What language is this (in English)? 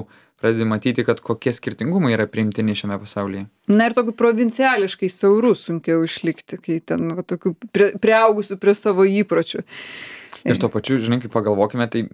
Lithuanian